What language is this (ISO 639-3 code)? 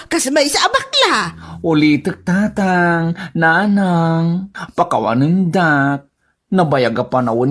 ilo